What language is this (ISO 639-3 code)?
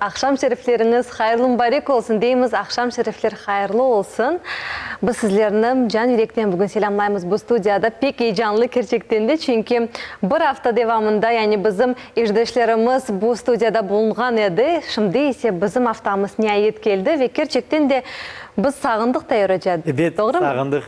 crh